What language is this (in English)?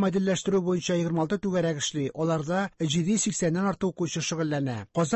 Tatar